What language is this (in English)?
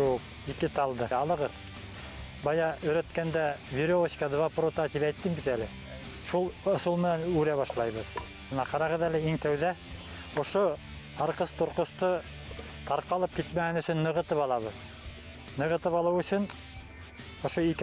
Bashkir